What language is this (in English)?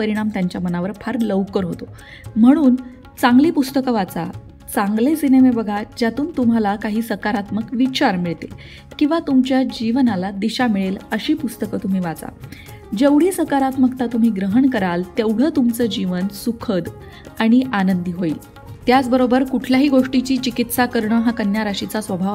Marathi